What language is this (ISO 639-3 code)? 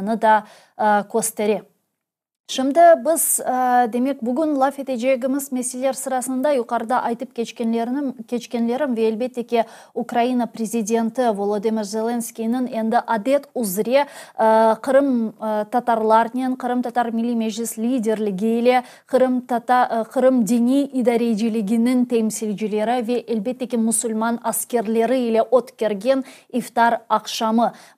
crh